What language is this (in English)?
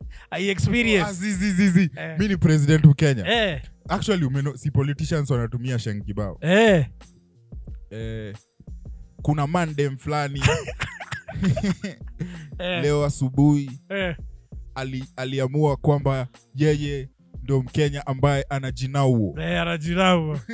Swahili